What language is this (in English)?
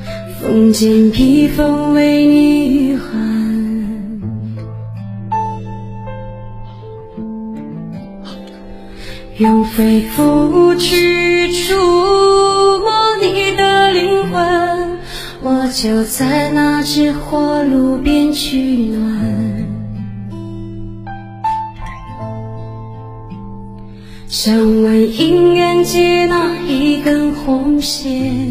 Chinese